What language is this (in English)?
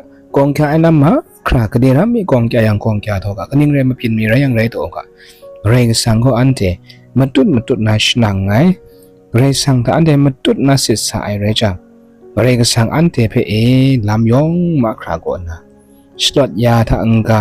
Kachin